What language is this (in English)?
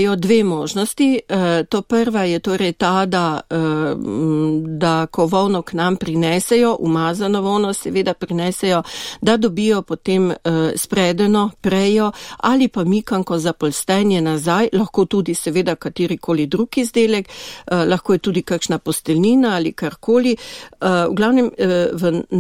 Slovenian